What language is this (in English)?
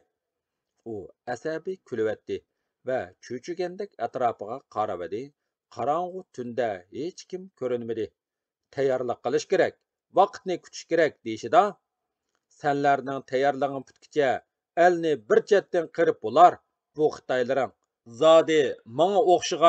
Uyghur